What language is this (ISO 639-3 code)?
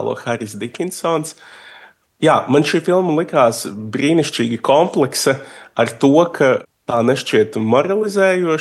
lav